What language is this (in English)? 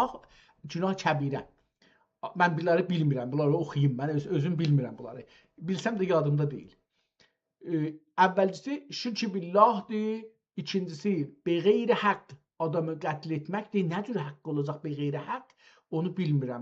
South Azerbaijani